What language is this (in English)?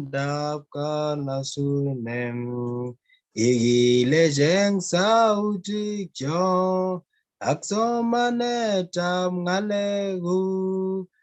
Kalenjin